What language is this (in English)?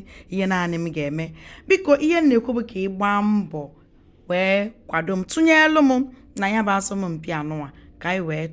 Igbo